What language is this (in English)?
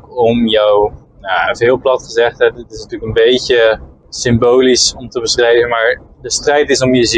Dutch